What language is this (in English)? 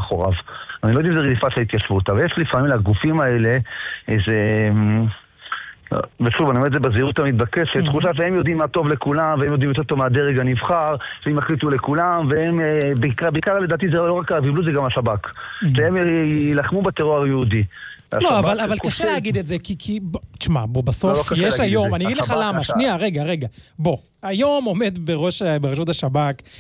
Hebrew